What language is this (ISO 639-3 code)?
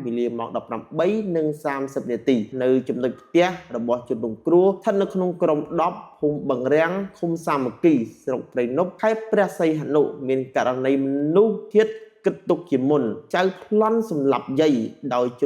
khm